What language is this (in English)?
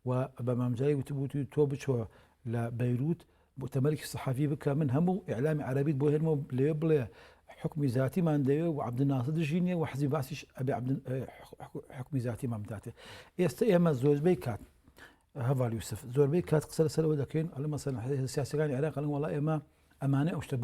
Central Kurdish